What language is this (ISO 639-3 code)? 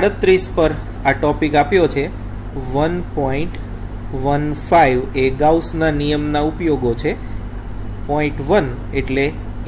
guj